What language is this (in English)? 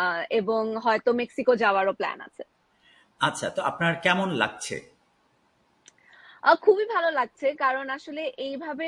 Bangla